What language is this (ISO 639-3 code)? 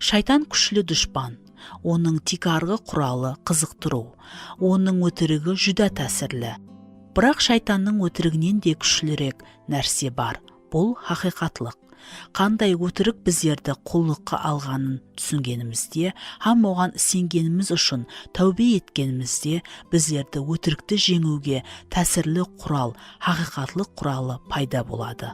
kaa